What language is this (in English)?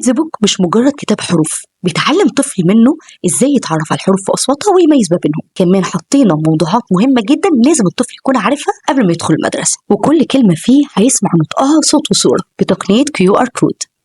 Egyptian Arabic